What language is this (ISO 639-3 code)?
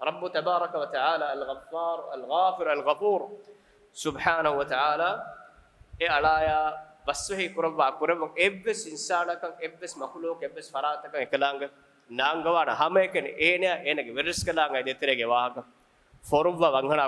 div